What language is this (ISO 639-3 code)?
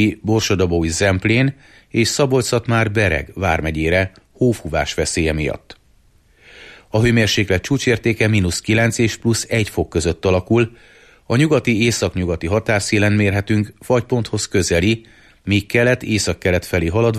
hun